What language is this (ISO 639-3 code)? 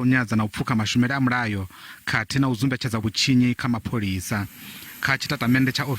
ven